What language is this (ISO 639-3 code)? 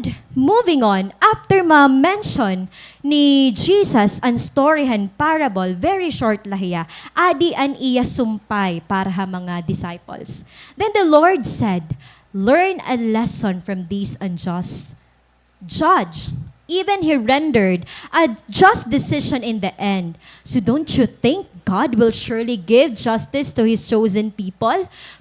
war